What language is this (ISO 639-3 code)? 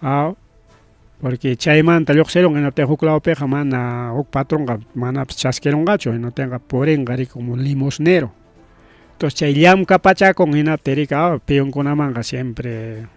quy